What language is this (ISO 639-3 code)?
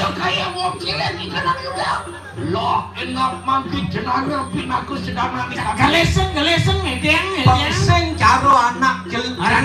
ban